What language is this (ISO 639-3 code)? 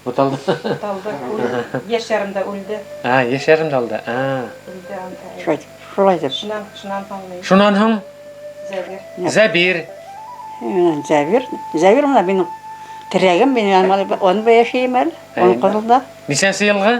bak